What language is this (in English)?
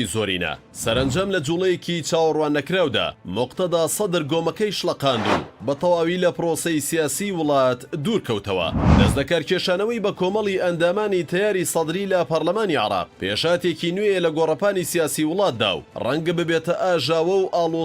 Central Kurdish